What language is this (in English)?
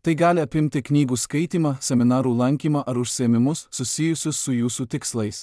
Lithuanian